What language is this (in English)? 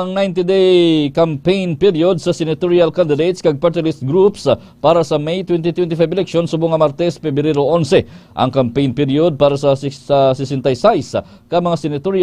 Hiligaynon